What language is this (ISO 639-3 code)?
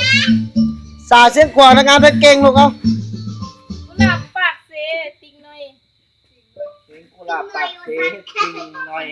lao